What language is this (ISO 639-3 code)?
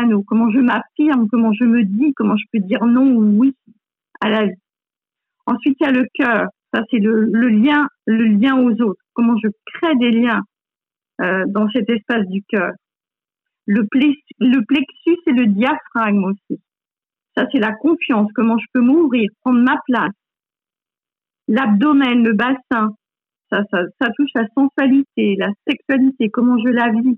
fra